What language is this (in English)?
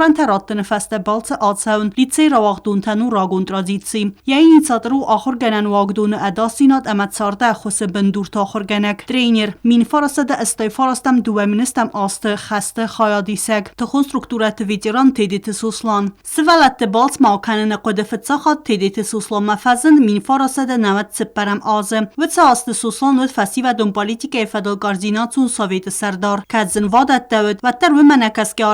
Ossetic